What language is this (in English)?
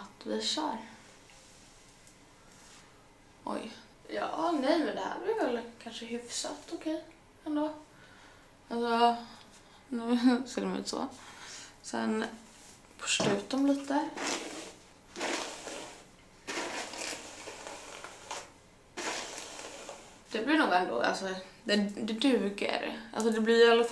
Swedish